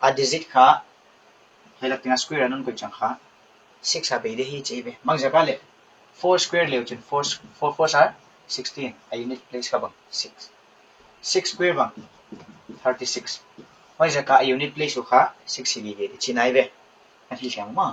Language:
Paite Chin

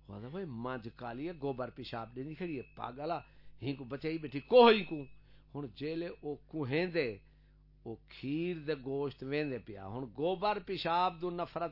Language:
Saraiki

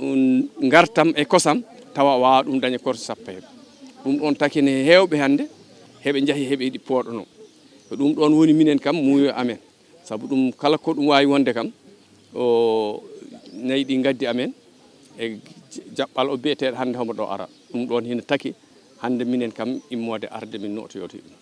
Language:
Fula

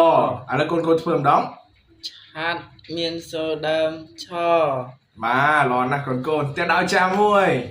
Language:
Khmer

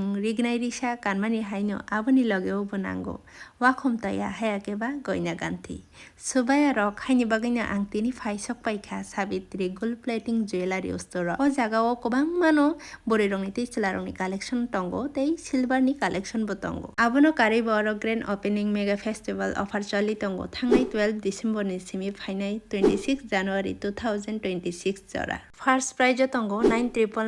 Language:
Kok Borok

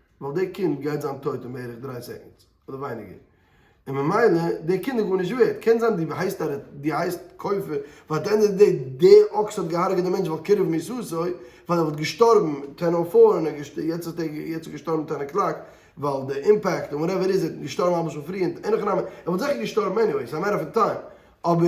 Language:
Yiddish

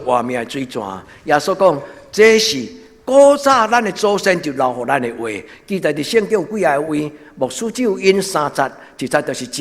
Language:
Min Nan Chinese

